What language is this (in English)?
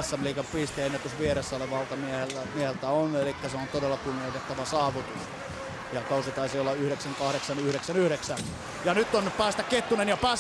Finnish